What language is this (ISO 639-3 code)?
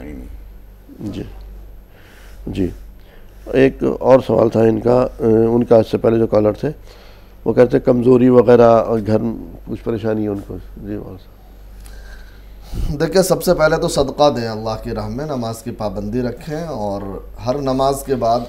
urd